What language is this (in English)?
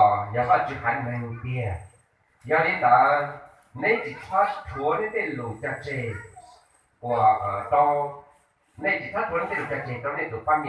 Hmong